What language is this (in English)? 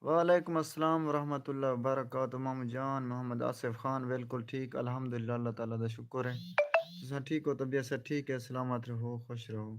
Saraiki